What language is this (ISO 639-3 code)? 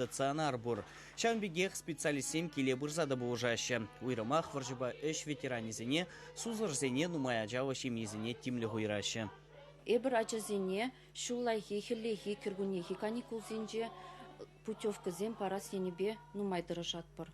chv